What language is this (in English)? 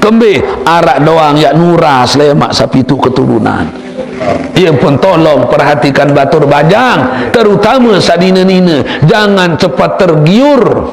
Sasak